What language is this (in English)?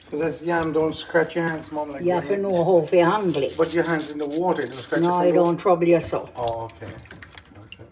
Jamaican Creole English